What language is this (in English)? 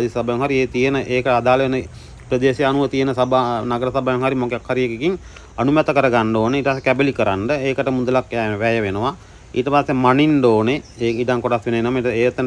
Sinhala